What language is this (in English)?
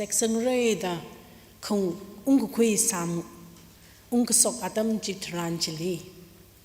Tangkhul Naga (India)